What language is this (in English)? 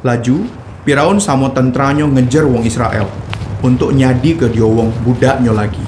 Musi